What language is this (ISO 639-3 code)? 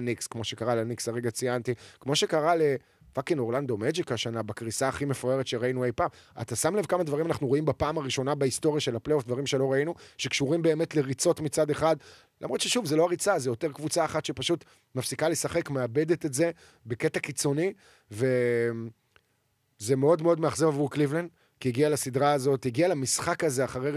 heb